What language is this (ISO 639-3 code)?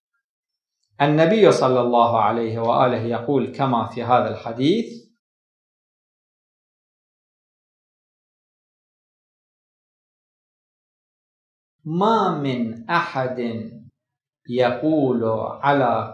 ara